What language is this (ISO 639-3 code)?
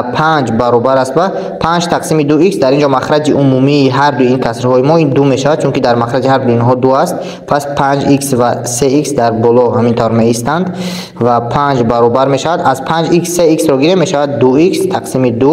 tgk